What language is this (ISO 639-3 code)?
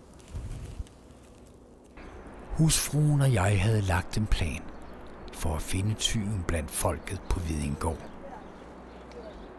dan